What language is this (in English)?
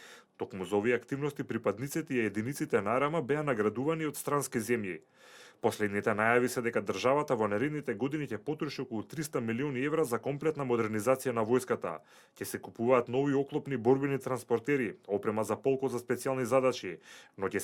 Macedonian